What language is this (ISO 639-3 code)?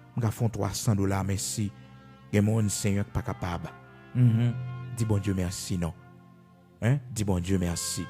hat